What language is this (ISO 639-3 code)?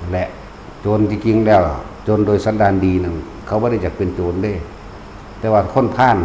tts